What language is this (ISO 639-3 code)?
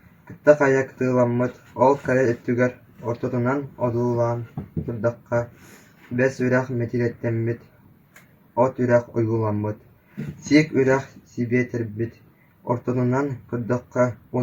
sah